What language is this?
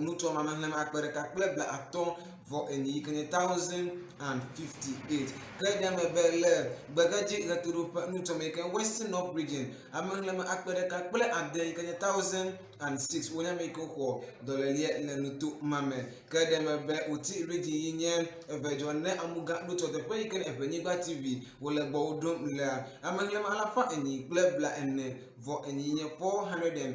Ewe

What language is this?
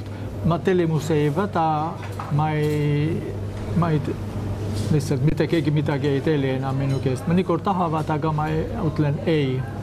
Estonian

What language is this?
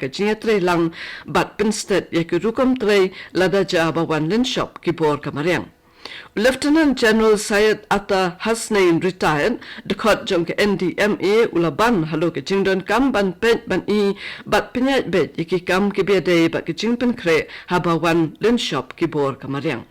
Khasi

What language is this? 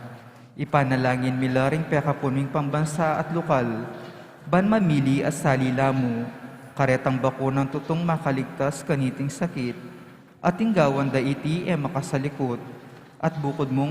Pampanga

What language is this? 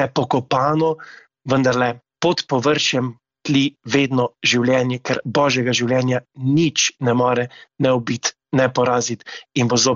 Slovenian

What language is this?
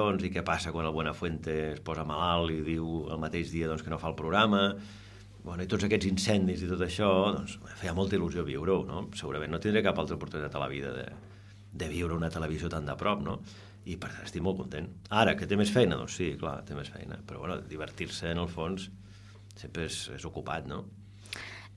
Catalan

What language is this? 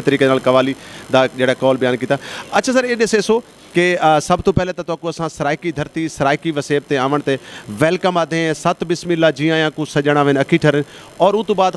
Saraiki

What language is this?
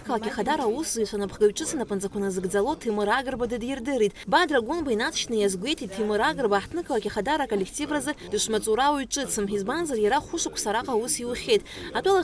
Abkhazian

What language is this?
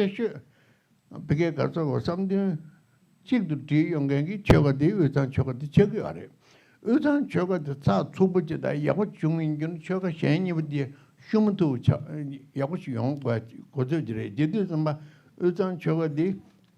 Tibetan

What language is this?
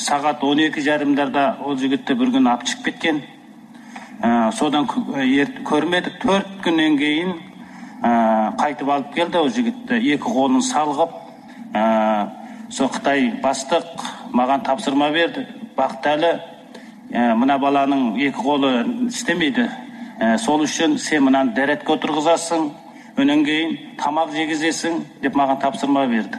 Kyrgyz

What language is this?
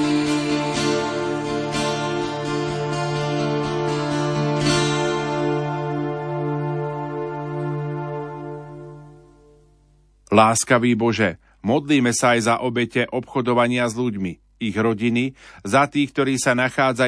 Slovak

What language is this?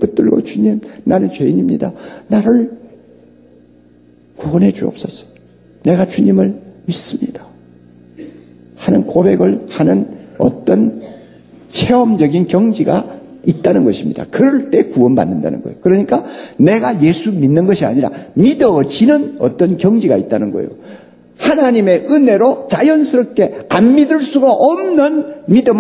Korean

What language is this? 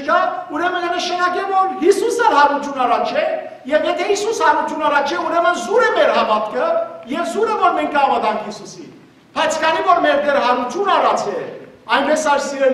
Western Armenian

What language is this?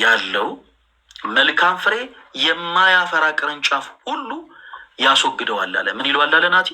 Amharic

